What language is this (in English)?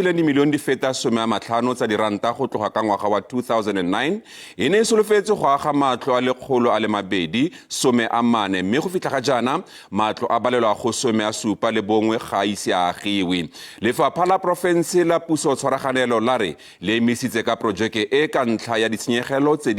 Tswana